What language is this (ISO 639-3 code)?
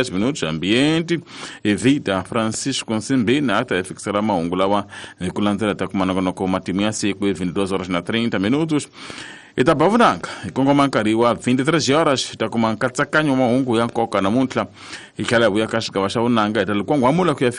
tso